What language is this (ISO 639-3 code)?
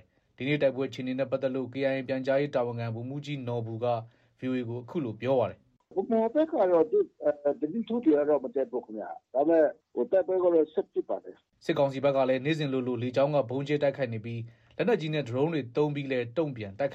mya